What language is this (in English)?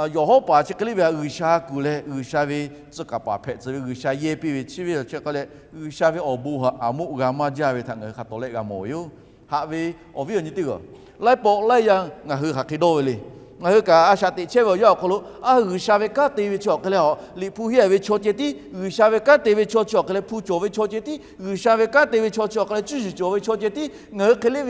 Lahu